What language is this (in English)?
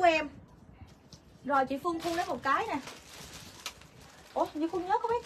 Vietnamese